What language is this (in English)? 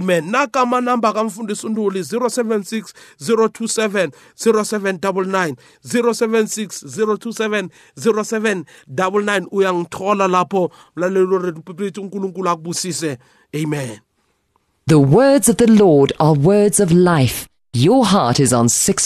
South Ndebele